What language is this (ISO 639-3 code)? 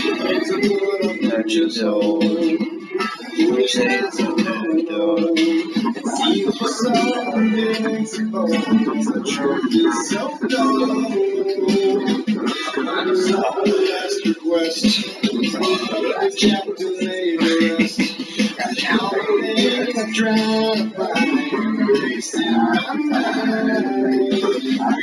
eng